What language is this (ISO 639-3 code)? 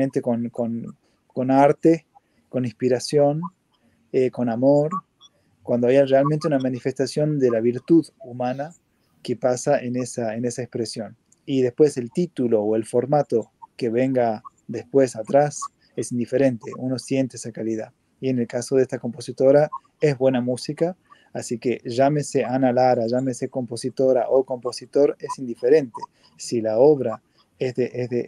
spa